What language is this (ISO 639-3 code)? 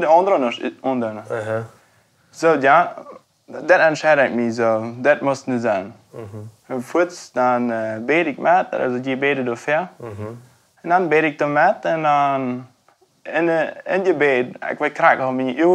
pdt